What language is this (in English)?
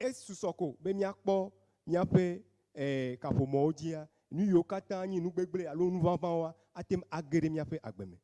Ewe